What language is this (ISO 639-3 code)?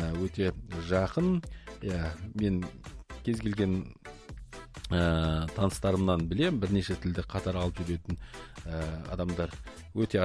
kaz